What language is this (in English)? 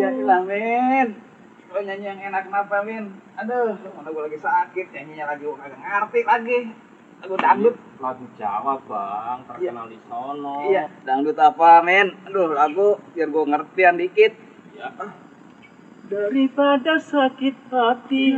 Betawi